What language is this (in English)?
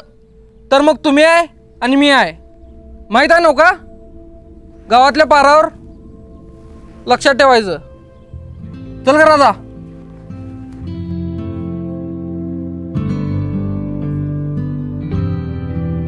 Marathi